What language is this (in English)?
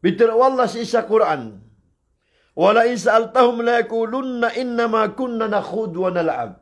Maranao